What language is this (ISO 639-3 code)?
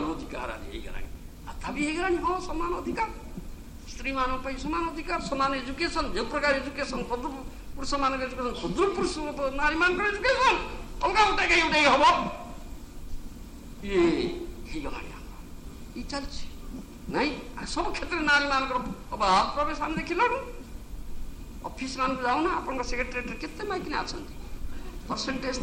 ori